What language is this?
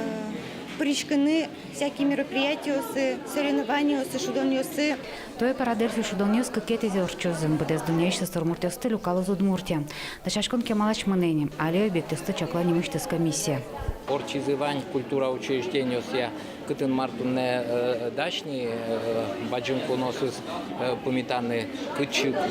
Udmurt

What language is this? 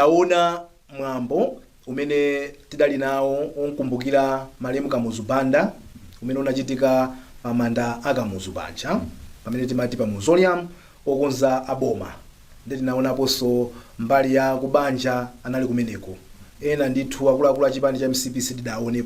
Nyanja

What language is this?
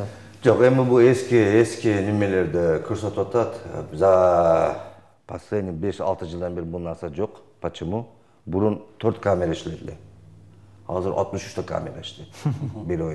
Kyrgyz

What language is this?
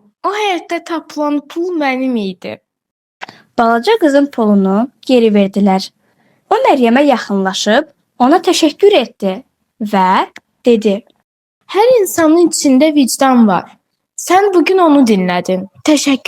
Azerbaijani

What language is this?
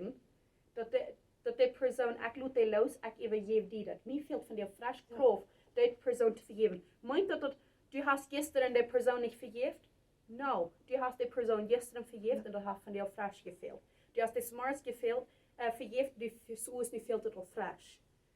Plautdietsch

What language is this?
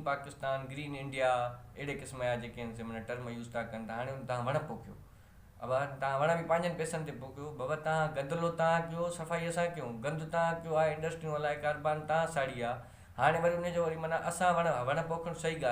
Sindhi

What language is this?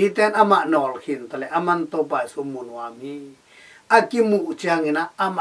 Tedim Chin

